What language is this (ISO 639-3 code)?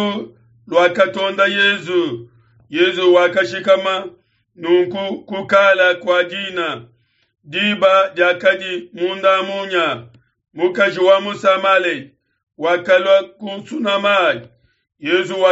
lua